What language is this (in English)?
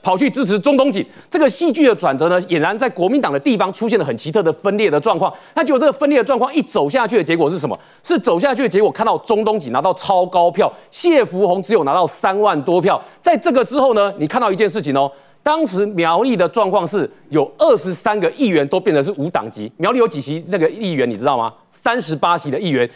Chinese